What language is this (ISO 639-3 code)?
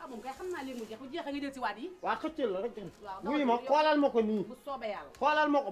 wol